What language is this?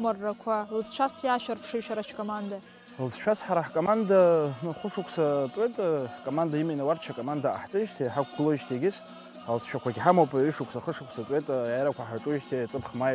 Abkhazian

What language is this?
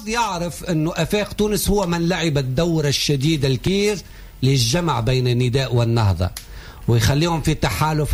Tunisian Arabic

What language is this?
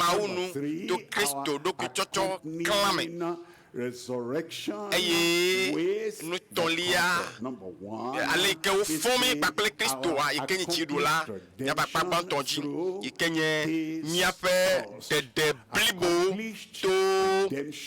Ewe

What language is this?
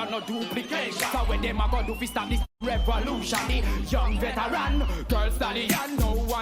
Jamaican Creole English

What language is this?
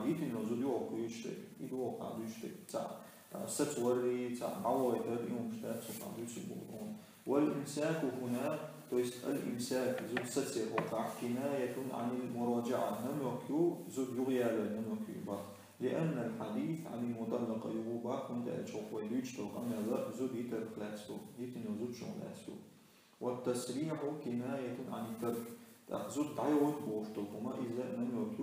Chechen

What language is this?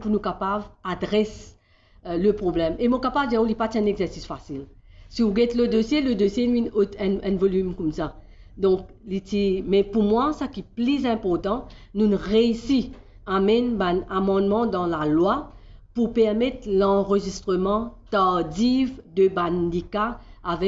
Morisyen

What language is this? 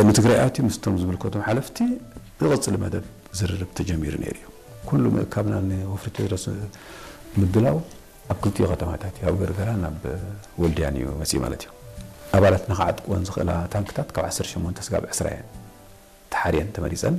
Tigrinya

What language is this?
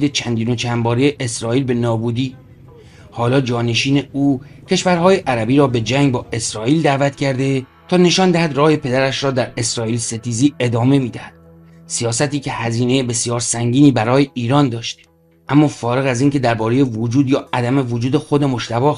Persian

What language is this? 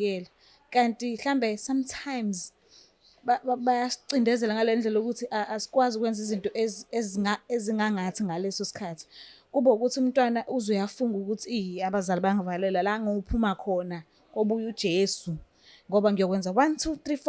Zulu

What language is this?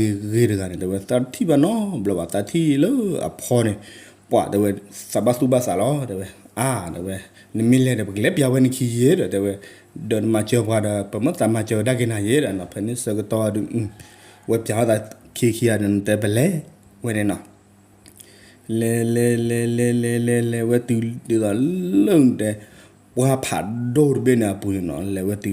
S'gaw Karen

